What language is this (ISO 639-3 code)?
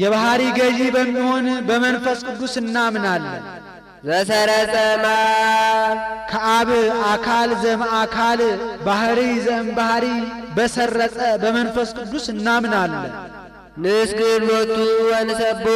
amh